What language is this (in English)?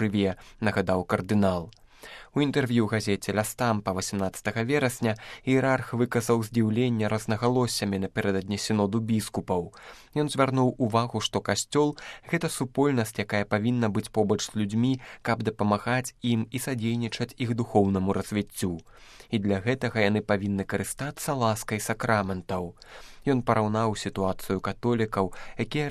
Belarusian